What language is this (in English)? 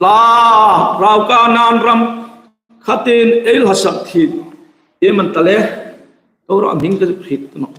Hmar